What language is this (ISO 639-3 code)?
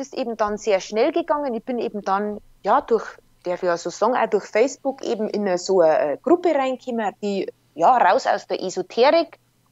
deu